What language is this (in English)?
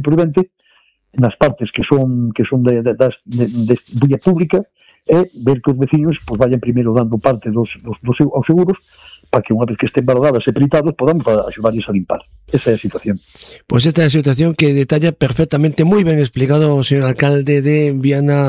Galician